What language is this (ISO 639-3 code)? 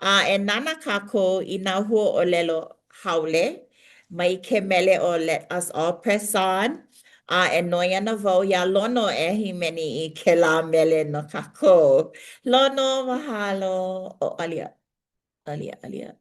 haw